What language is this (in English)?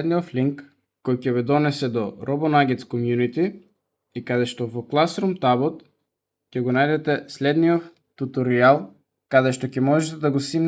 Macedonian